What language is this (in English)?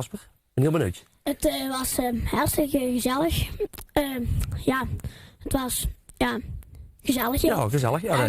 Limburgish